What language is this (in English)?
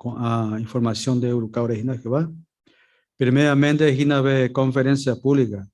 Guarani